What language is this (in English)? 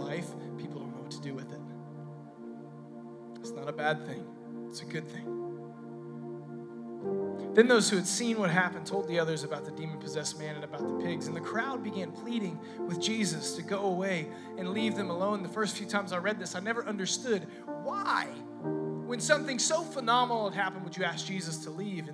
English